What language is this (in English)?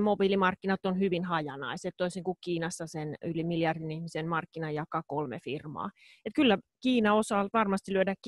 Finnish